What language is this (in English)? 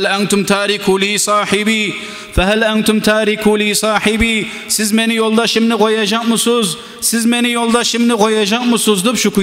Kumyk